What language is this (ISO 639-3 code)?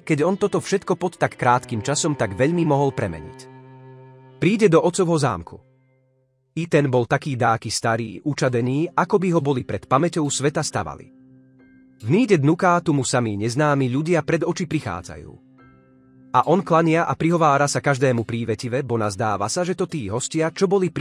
slk